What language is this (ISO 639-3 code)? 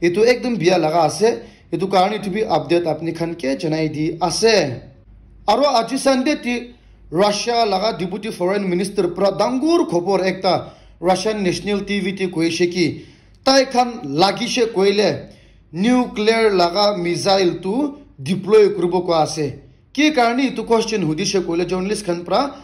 nag